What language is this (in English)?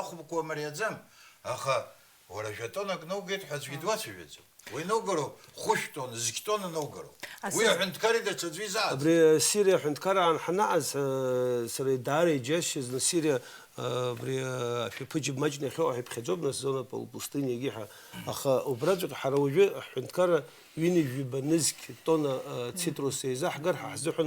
Abkhazian